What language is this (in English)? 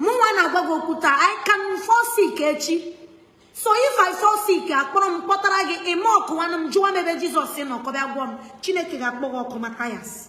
Igbo